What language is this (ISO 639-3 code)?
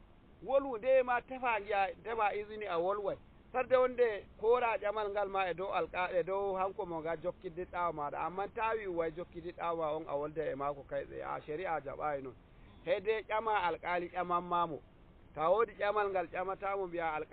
fuv